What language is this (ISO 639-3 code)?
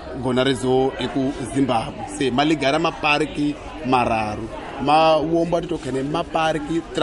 tso